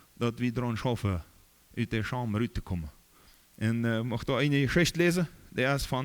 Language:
Plautdietsch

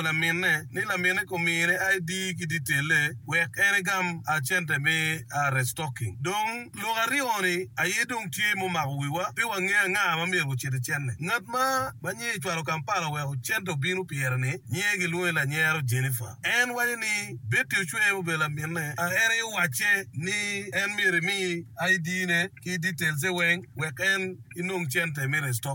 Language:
Acoli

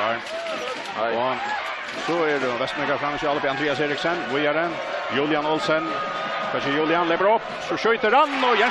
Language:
Faroese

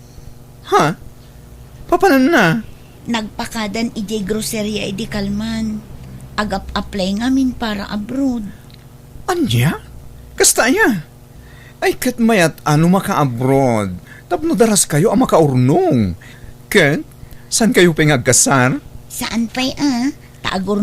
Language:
Iloko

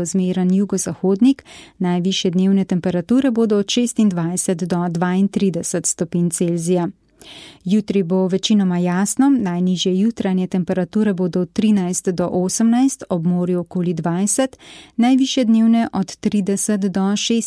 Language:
Slovenian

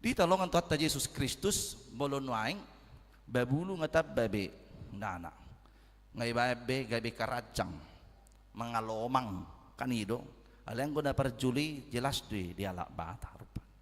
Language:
Batak Toba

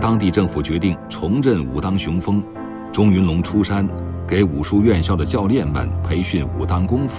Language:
Chinese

